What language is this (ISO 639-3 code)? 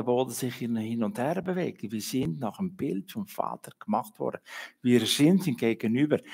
gsw